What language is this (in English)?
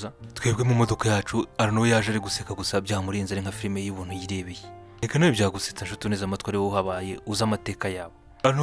Kinyarwanda